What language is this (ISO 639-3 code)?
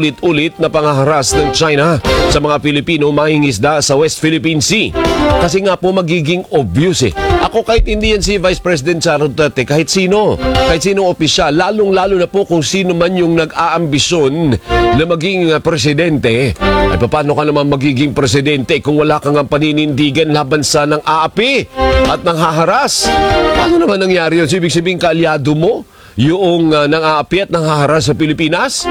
fil